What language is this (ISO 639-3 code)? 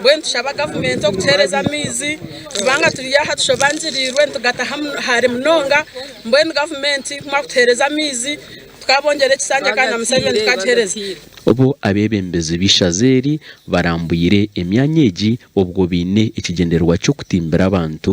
nyn